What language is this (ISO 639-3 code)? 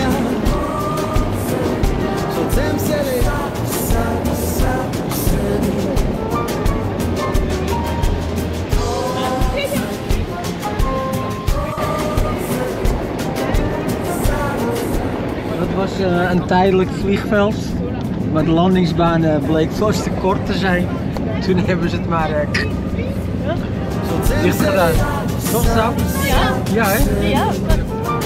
nld